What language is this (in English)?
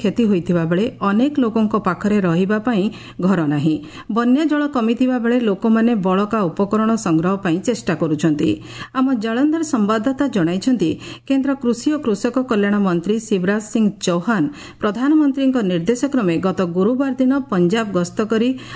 Odia